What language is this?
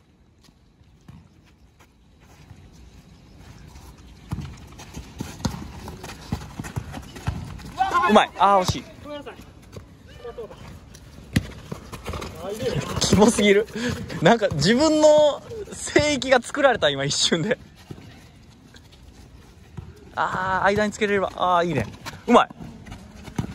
Japanese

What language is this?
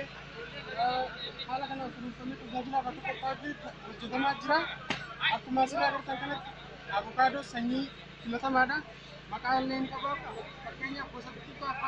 Oromo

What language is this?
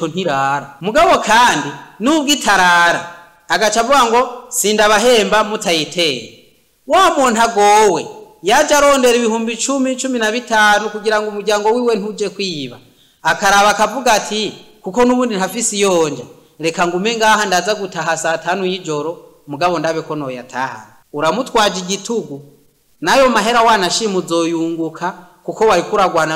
Rundi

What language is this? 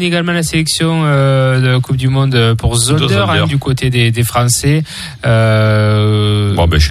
French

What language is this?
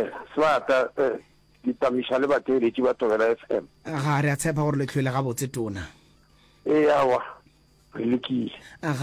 Northern Sotho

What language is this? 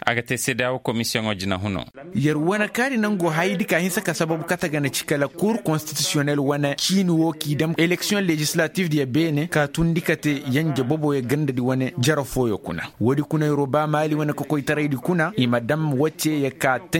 Koyraboro Senni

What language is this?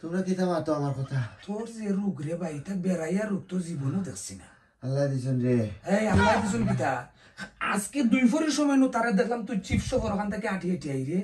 Sylheti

